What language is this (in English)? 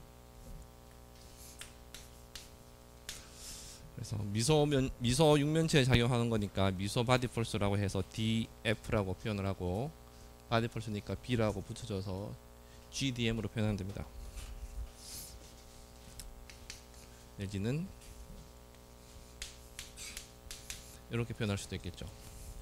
Korean